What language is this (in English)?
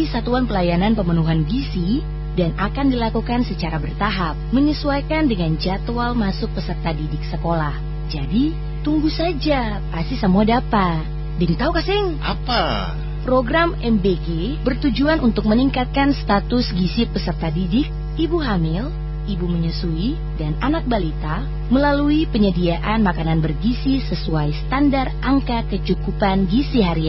Indonesian